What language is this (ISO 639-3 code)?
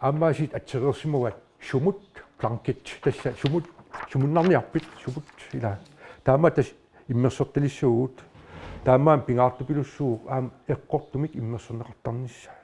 kal